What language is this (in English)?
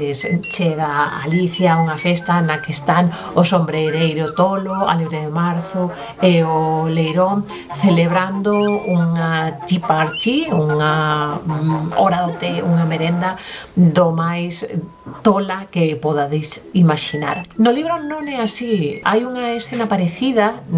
Galician